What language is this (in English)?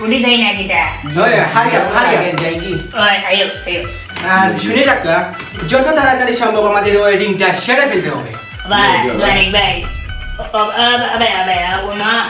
Sylheti